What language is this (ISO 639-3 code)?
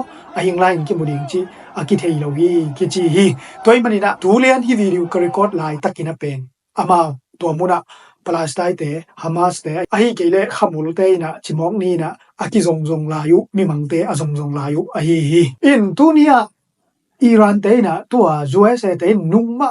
ctd